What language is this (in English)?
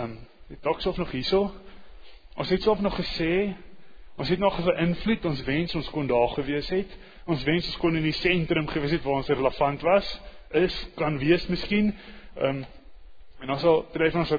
Afrikaans